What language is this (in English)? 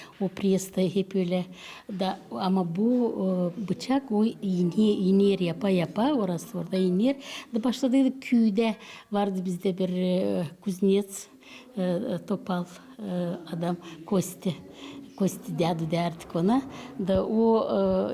Gagauz